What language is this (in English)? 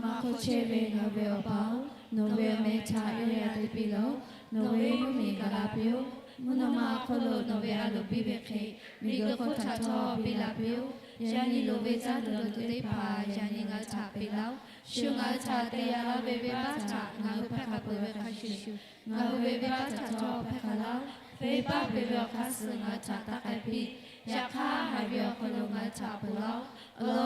Lahu